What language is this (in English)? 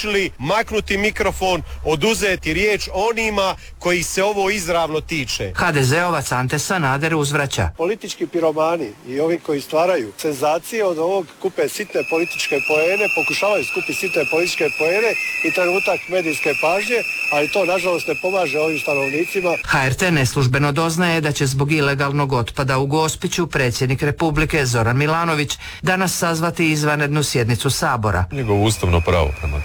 Croatian